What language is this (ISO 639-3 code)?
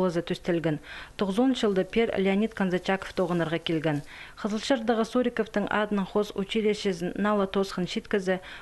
kjh